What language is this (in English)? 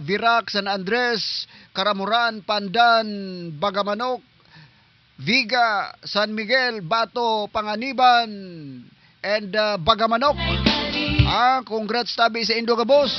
Southern Catanduanes Bikol